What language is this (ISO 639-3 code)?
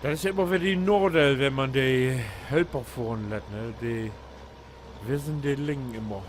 nds